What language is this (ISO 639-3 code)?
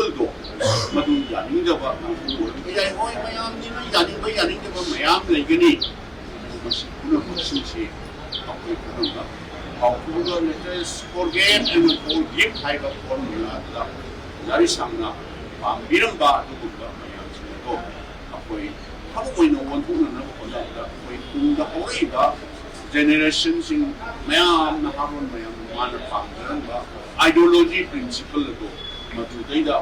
mni